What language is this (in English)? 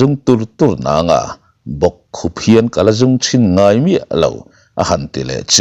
Mizo